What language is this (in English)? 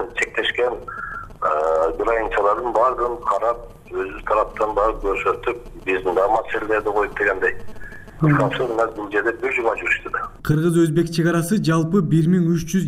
Kyrgyz